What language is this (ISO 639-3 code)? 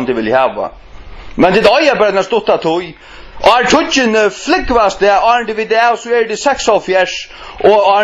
fao